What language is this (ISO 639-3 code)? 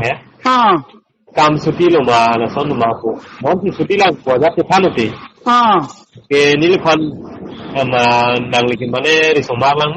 mjw